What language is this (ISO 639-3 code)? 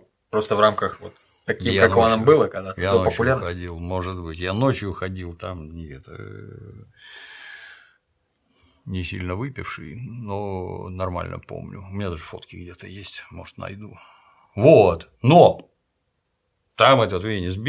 rus